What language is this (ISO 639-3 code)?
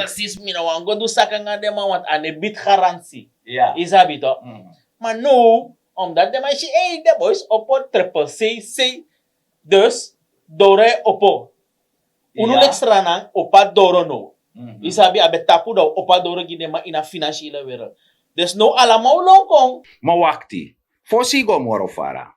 srn